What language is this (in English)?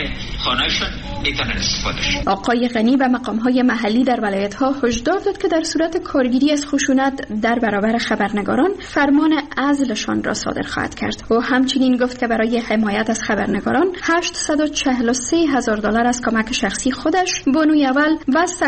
Persian